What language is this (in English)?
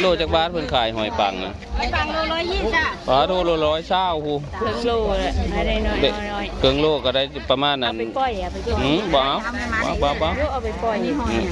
Northeastern Thai